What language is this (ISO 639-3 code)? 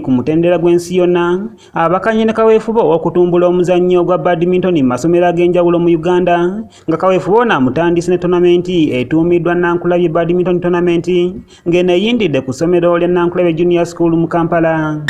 lug